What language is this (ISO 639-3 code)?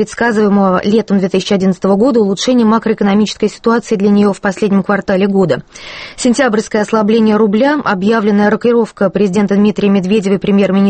rus